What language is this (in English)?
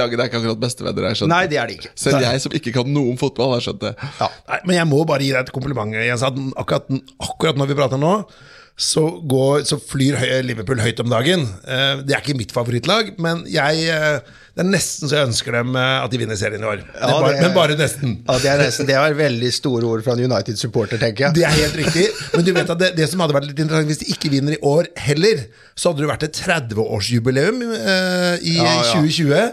Norwegian